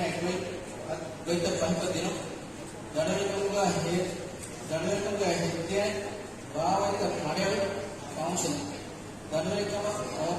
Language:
Divehi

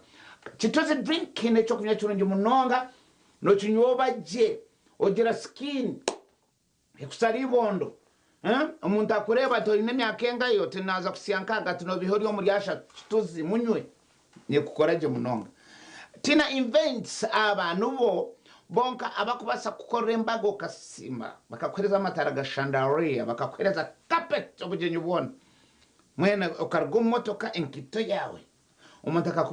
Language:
Nyankole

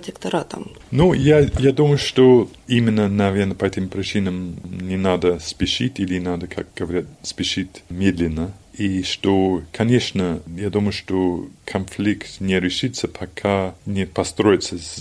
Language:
Russian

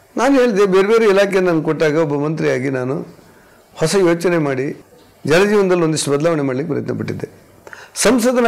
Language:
Kannada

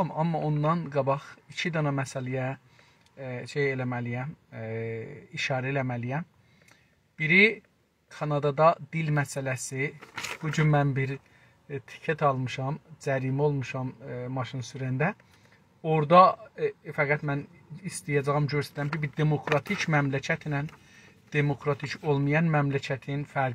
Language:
South Azerbaijani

